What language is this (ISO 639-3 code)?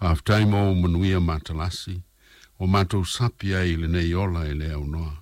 smo